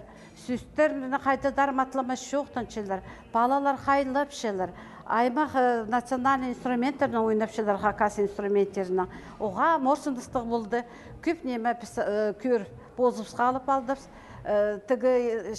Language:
Khakas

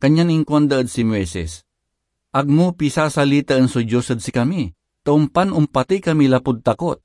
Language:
Pangasinan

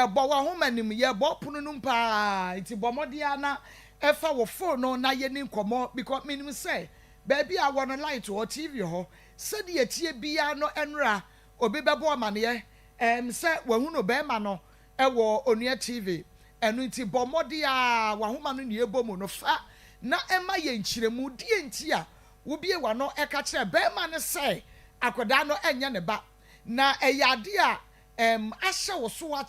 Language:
Akan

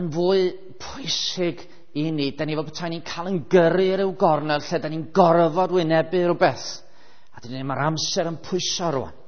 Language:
Welsh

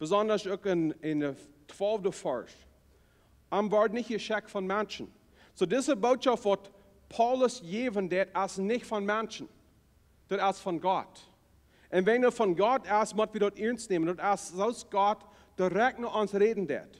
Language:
Plautdietsch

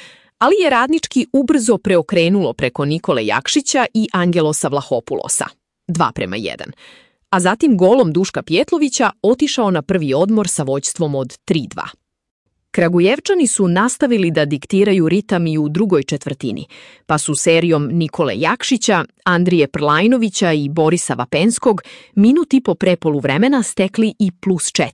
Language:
Serbian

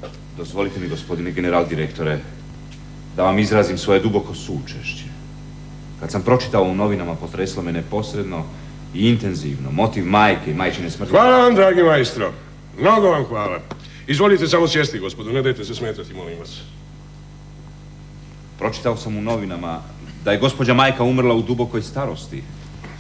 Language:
Croatian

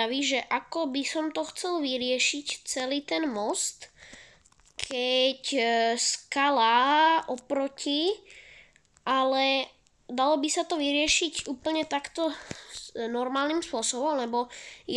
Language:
Slovak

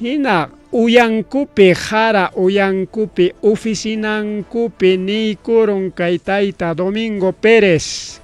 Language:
Ayacucho Quechua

